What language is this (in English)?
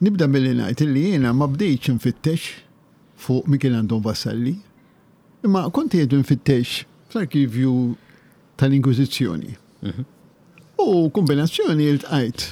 Maltese